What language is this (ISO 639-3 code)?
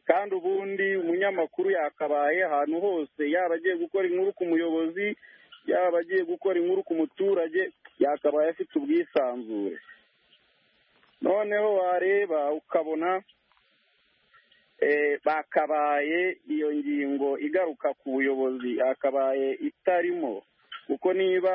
kin